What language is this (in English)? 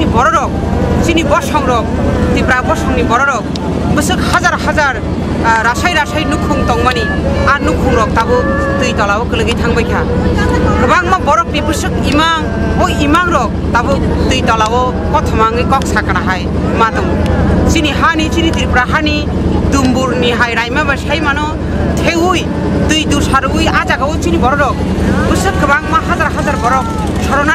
Kok Borok